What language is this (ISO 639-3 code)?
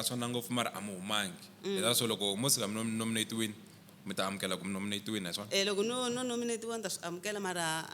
tso